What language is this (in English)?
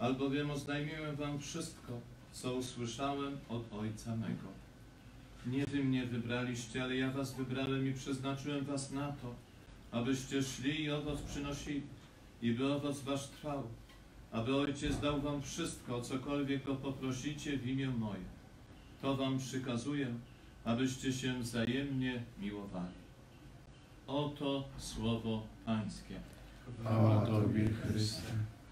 Polish